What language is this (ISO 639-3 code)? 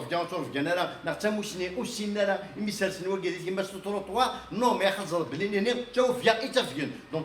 kab